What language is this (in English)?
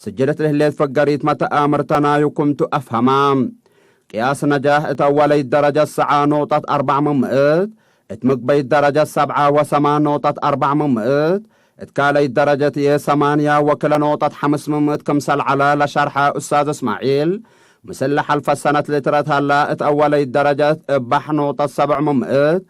Tigre